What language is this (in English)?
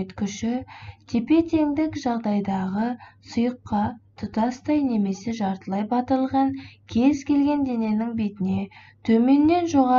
Kazakh